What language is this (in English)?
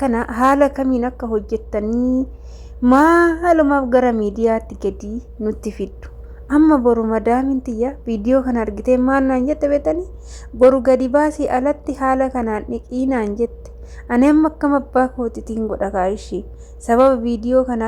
Oromo